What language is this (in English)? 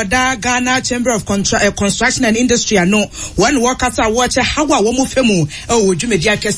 Akan